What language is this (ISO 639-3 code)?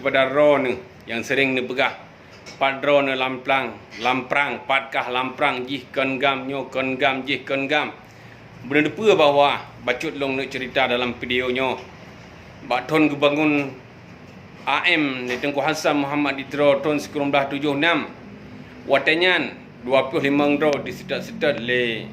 ace